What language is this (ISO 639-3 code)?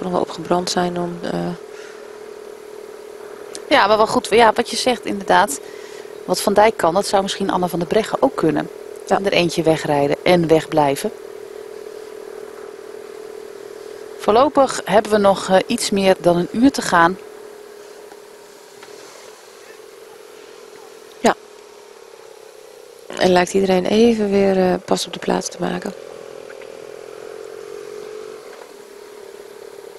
nld